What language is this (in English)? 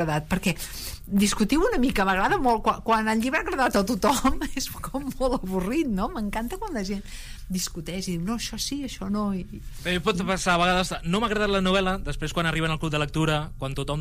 Catalan